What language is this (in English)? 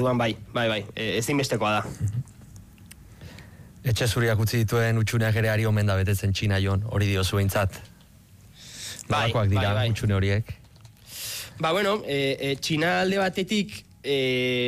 Basque